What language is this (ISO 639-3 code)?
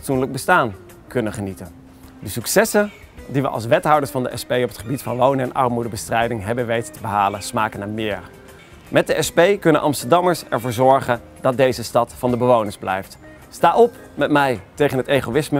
nld